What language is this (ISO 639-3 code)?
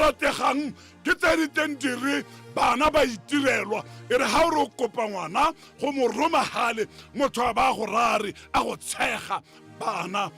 tsn